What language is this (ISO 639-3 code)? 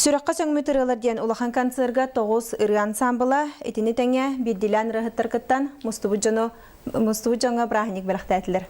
sah